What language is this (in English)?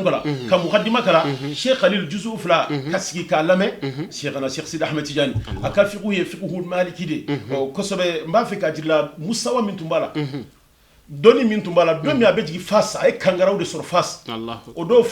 Bambara